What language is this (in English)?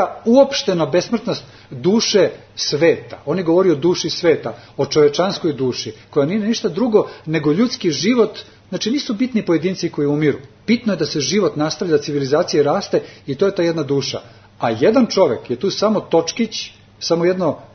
Serbian